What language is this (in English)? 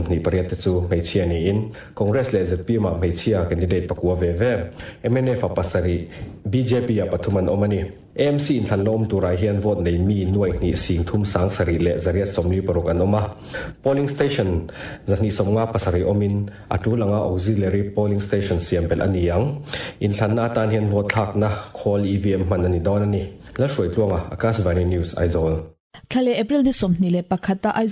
Mizo